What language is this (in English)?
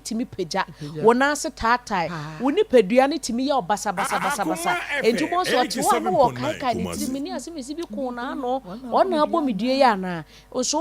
Akan